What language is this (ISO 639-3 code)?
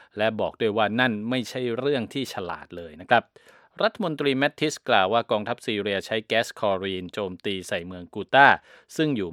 tha